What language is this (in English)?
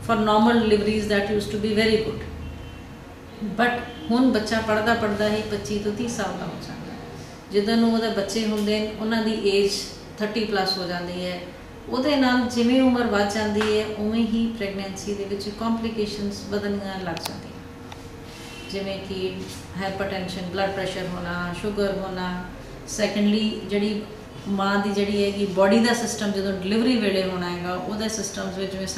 Punjabi